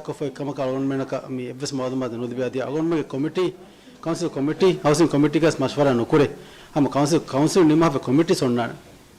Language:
Divehi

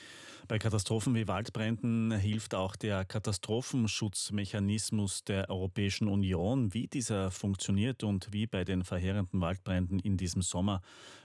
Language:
German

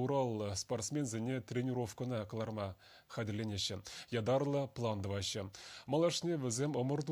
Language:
Chuvash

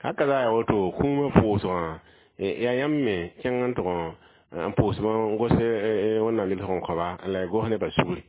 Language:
Mossi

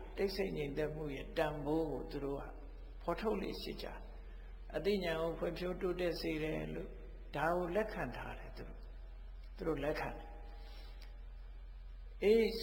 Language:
Burmese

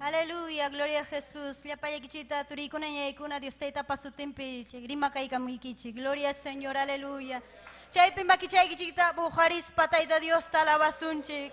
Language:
Ayacucho Quechua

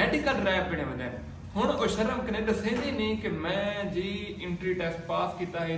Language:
Saraiki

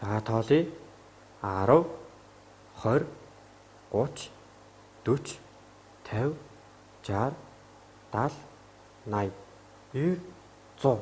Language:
Mongolian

